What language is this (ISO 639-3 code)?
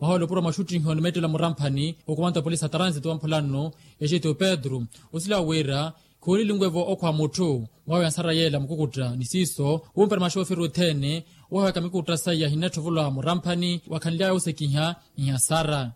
vmw